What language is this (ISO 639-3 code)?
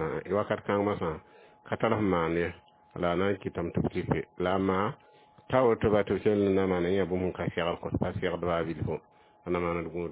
mos